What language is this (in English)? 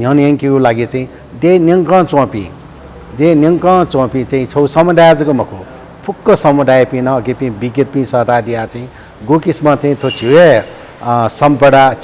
Newari